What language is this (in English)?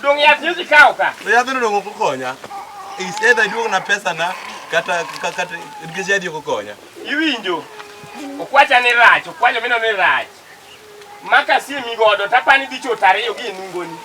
Luo (Kenya and Tanzania)